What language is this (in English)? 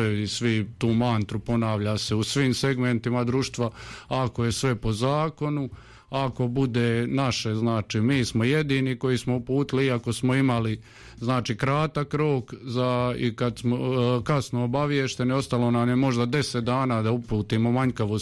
Croatian